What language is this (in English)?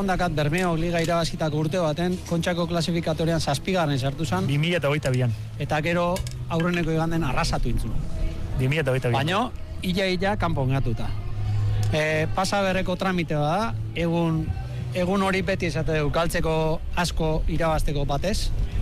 Basque